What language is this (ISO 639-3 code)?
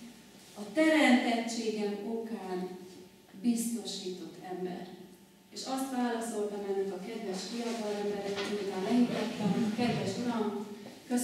hun